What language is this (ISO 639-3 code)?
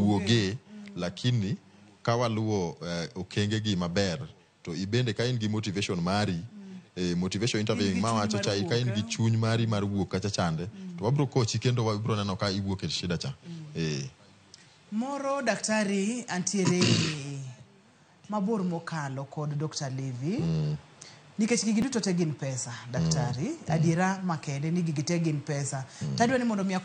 luo